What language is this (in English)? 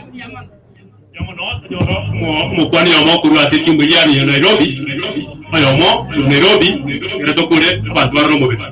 Gusii